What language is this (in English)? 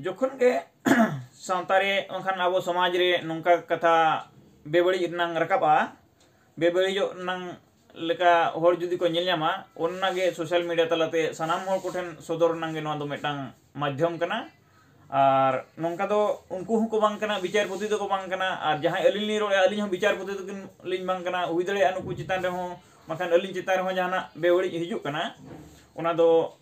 Santali